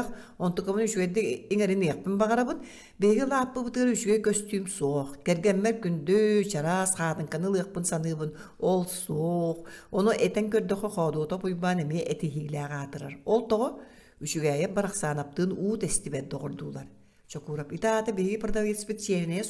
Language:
Yakut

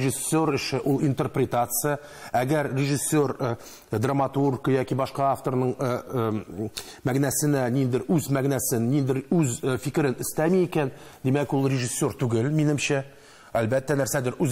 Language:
Tatar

